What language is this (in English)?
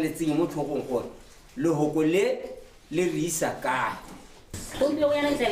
Tswana